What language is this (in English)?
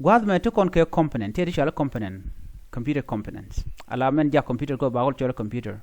Nuer